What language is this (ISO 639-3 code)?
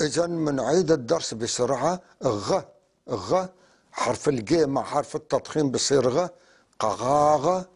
apc